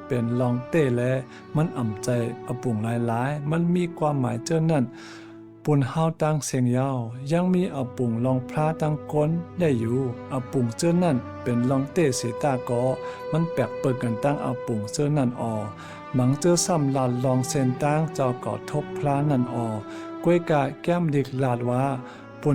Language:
Shan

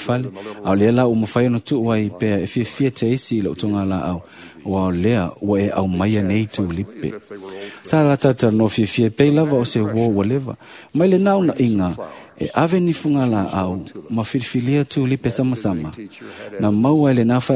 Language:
Samoan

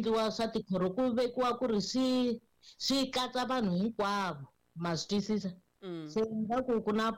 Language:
Tsonga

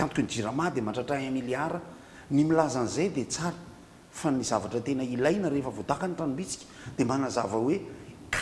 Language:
Malagasy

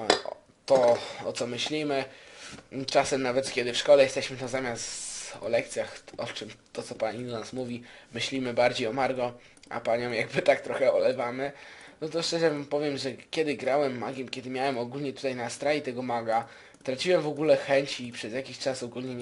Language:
Polish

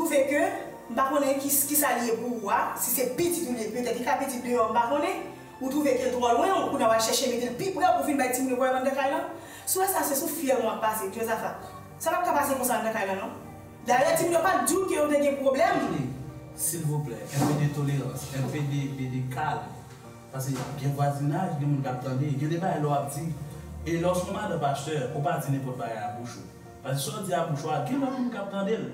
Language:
Haitian Creole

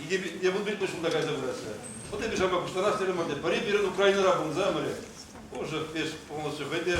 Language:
Chuvash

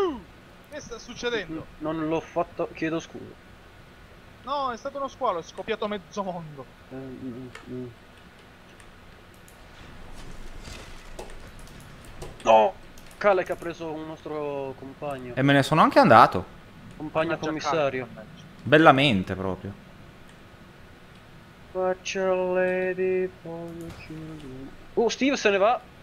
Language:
Italian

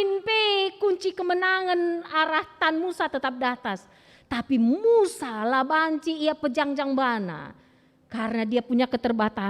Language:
Batak Karo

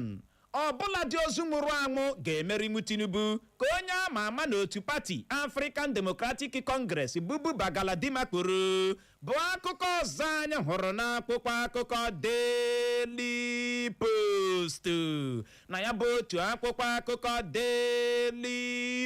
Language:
Igbo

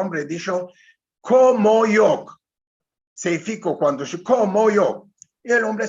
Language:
Ladino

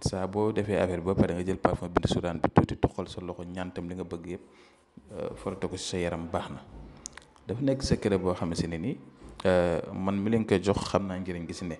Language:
Wolof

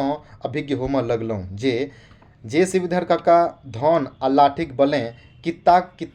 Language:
Maithili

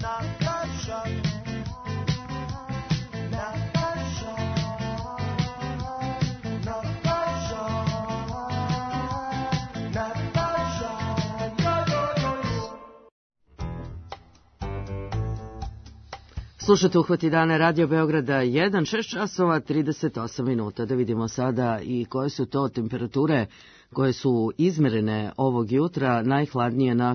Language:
Serbian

